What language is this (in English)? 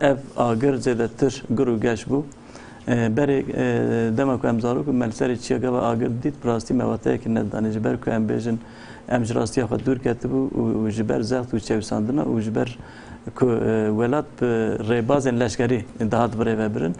Kurdish